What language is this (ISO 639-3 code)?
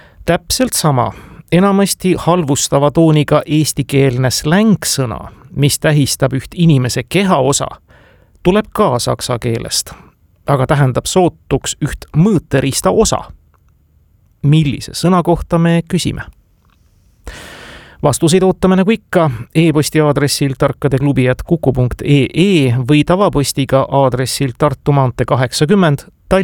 est